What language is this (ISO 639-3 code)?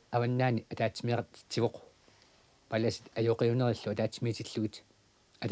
kal